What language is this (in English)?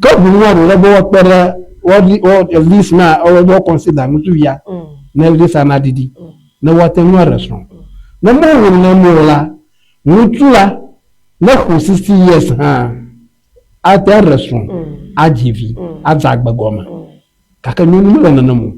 Ewe